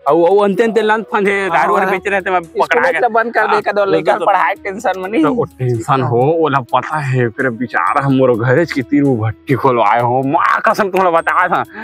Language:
Chhattisgarhi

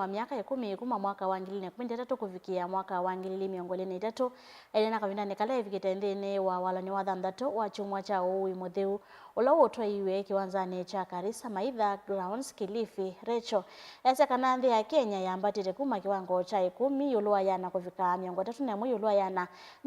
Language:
Kamba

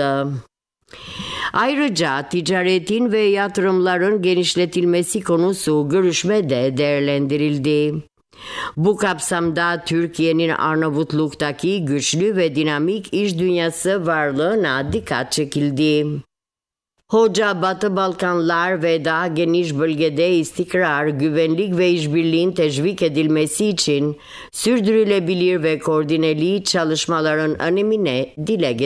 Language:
Turkish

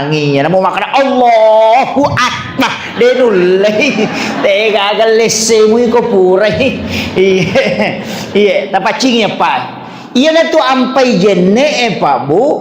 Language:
Buginese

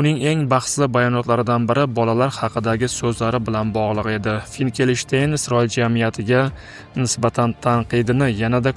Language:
Uzbek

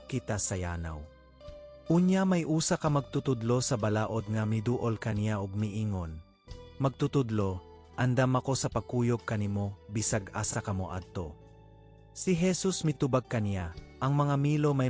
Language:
Cebuano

